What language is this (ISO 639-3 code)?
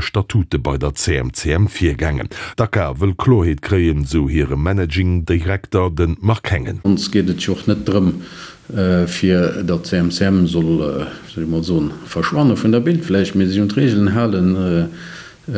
ltz